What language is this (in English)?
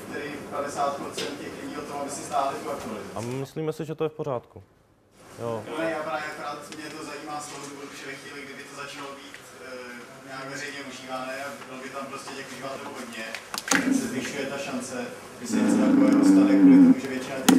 Czech